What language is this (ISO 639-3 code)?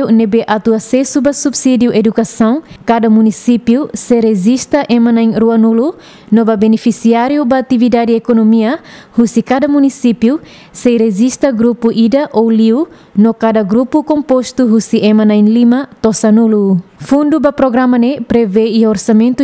tet